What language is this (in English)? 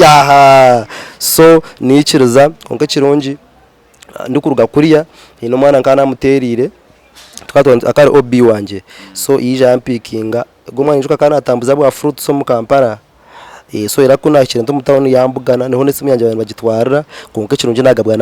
Nyankole